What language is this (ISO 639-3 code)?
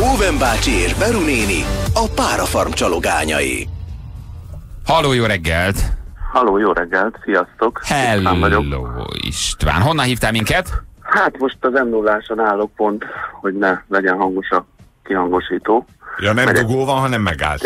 hun